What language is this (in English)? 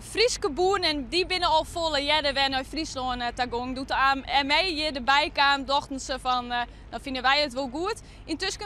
Western Frisian